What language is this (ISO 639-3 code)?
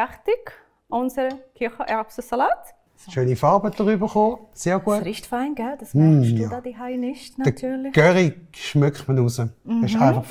gsw